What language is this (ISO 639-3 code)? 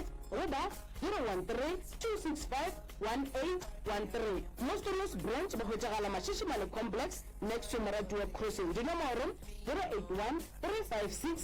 nso